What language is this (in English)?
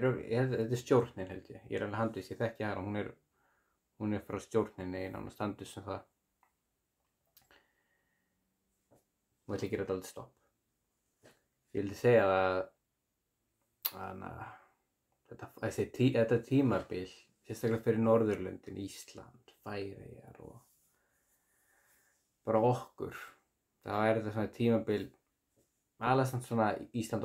Icelandic